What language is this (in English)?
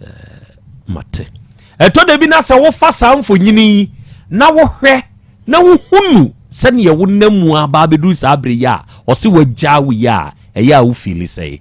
Akan